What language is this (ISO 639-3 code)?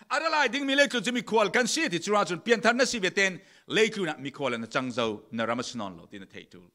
cfm